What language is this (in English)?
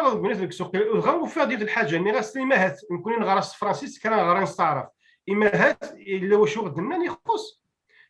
Kabyle